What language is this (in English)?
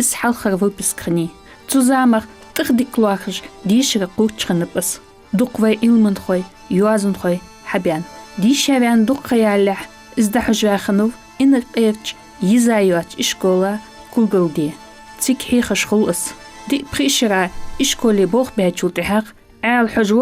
Ingush